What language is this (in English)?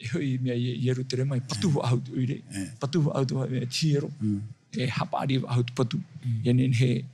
Tahitian